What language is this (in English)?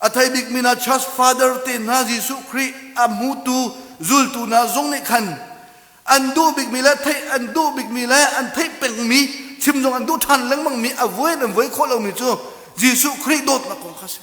Hakha Chin